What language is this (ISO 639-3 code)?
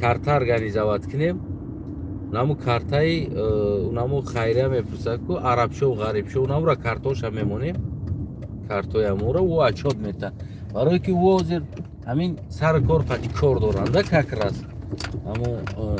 tgk